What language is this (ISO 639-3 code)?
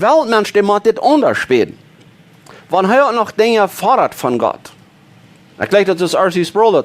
pdt